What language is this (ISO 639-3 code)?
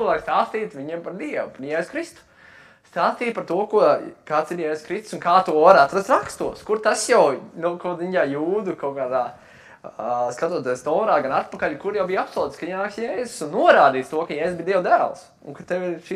lav